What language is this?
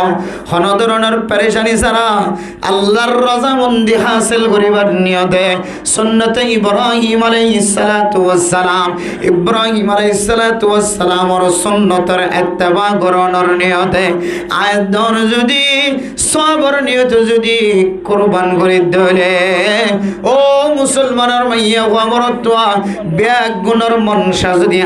Rohingya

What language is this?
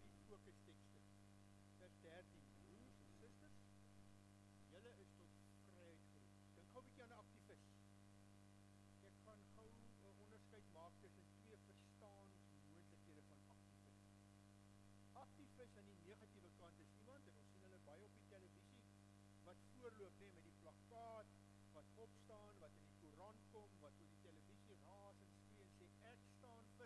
Afrikaans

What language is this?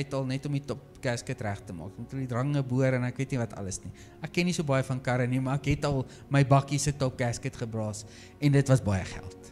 Afrikaans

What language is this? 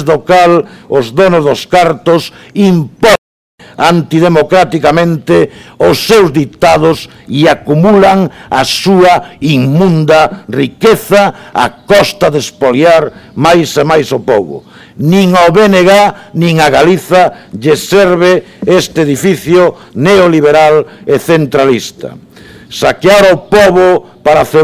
Galician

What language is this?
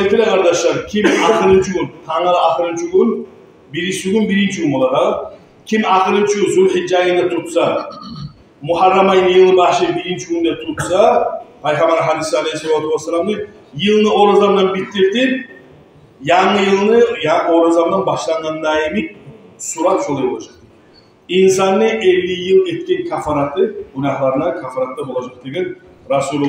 Kumyk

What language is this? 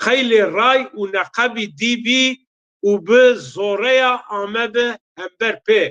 Zaza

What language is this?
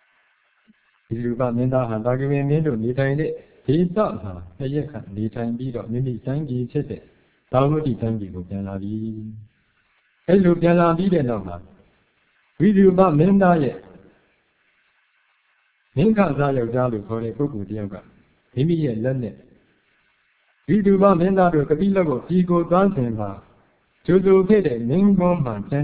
Burmese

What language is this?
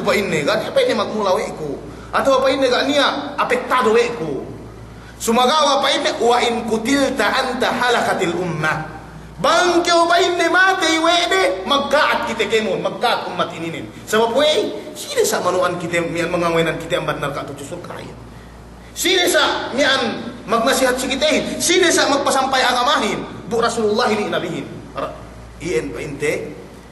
Yakan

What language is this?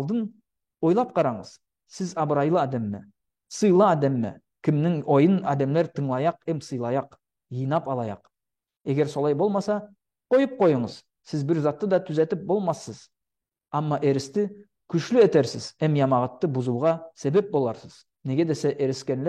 Nogai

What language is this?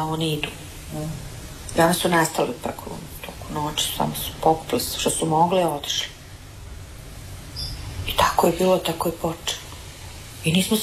Croatian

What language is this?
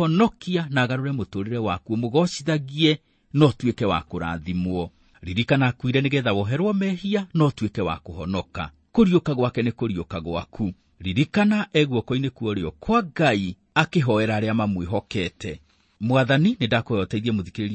Kikuyu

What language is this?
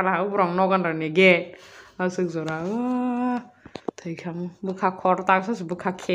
Kok Borok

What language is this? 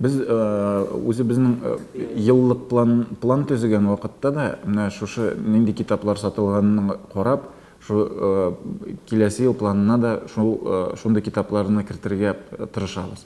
Tatar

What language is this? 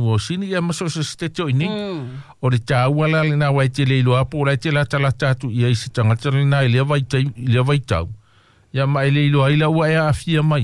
Samoan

